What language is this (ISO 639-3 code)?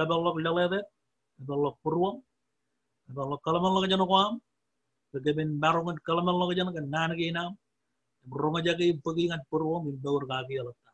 mah